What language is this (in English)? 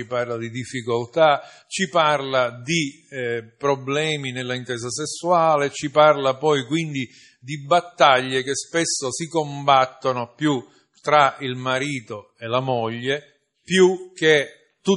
Italian